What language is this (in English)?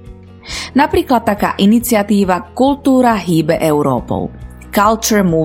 Slovak